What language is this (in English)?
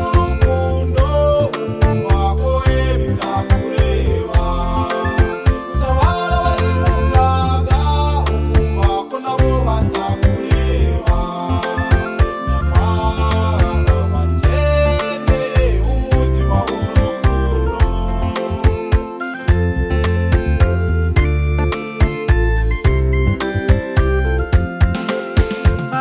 Kinyarwanda